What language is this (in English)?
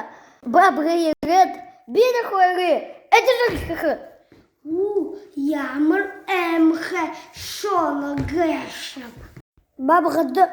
Buriat